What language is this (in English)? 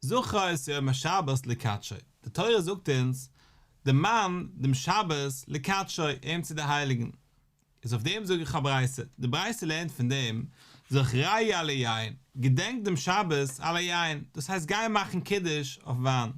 Yiddish